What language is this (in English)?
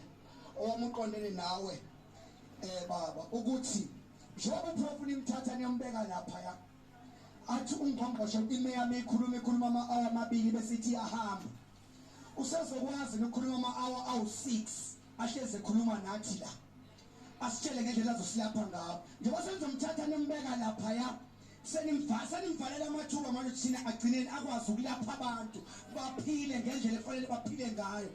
Zulu